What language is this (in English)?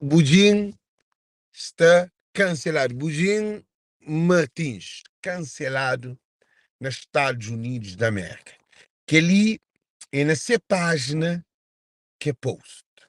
Kabuverdianu